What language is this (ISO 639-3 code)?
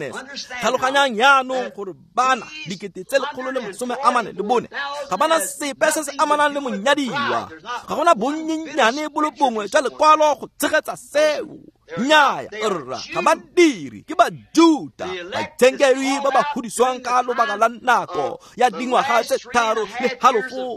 tsn